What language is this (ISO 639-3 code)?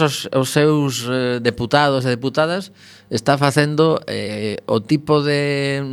glg